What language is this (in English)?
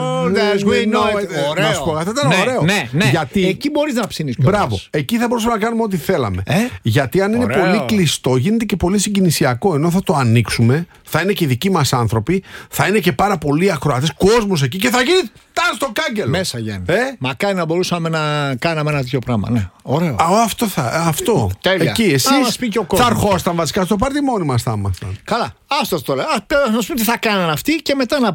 Greek